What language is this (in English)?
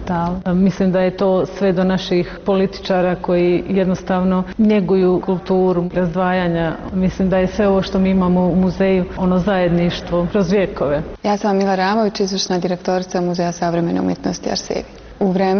Bosnian